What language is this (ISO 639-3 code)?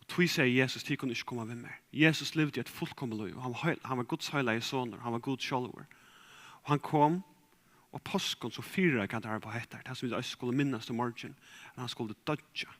fao